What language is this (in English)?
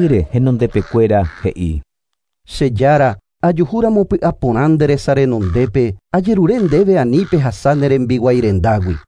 Guarani